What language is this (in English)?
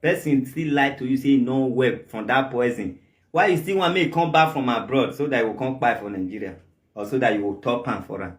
Nigerian Pidgin